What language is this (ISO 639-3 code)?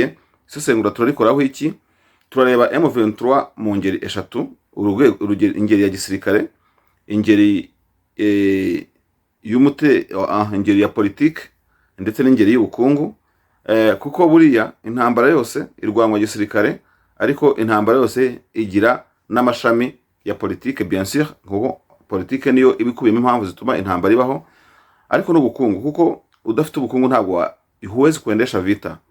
kin